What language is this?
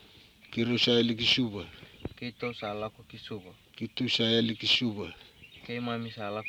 Swahili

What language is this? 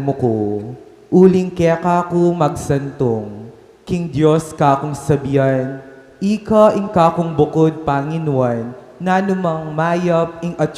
Pampanga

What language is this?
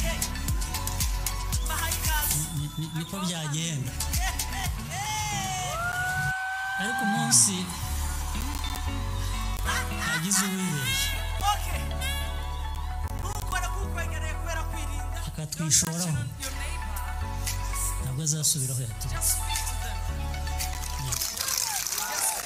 Kinyarwanda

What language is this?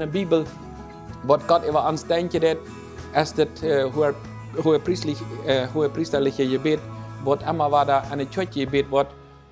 Plautdietsch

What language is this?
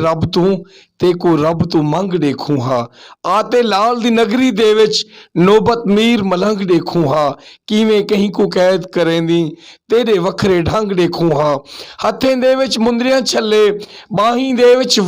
Saraiki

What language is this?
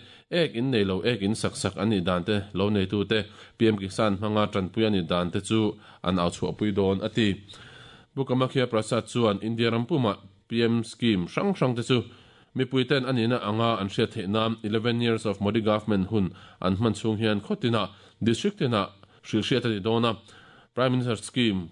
Mizo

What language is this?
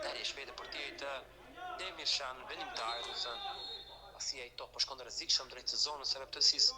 Albanian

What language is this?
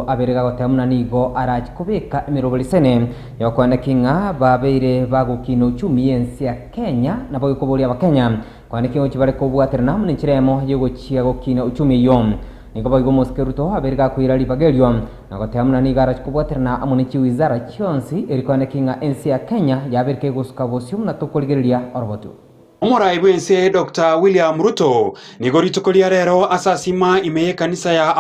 Gusii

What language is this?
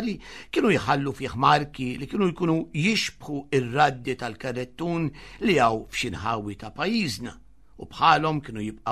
Maltese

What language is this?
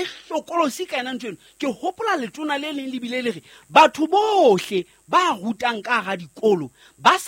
Southern Sotho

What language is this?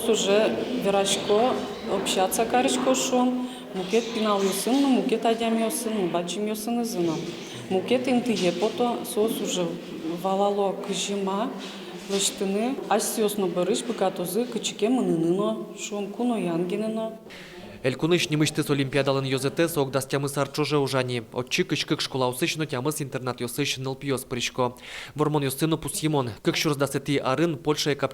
Udmurt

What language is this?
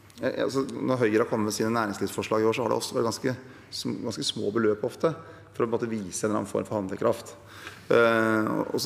Norwegian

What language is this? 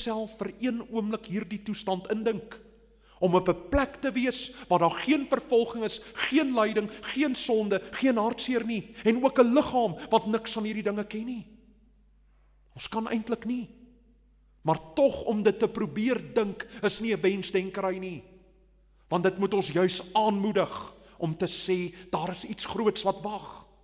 Afrikaans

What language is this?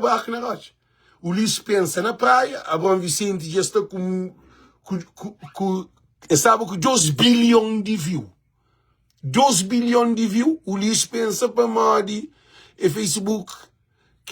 Kabuverdianu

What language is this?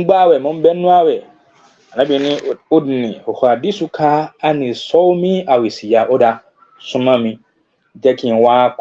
Yoruba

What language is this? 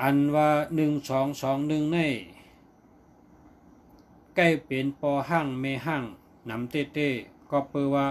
Shan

